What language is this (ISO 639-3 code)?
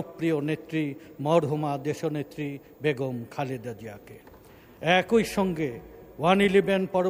ben